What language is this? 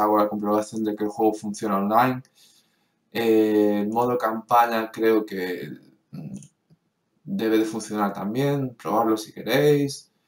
Spanish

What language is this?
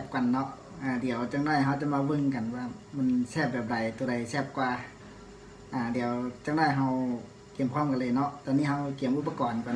Lao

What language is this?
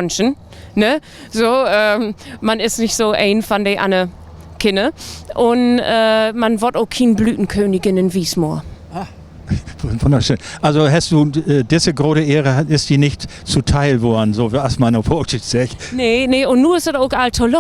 Low German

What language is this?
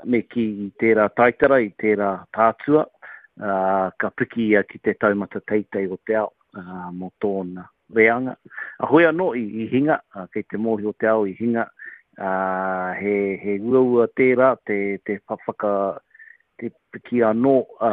Māori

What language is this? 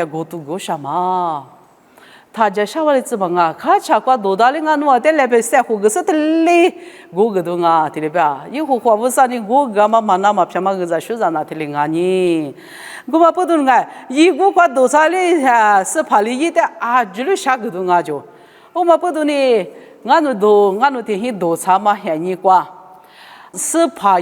Lisu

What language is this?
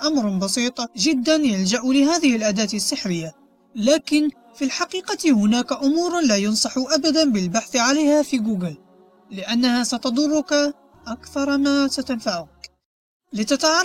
Arabic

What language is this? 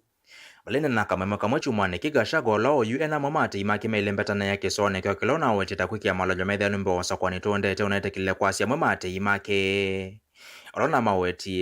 Kamba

